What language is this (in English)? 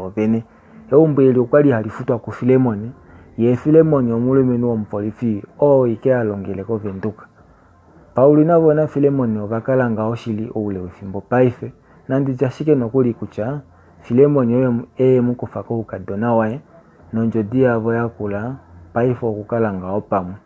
Kuanyama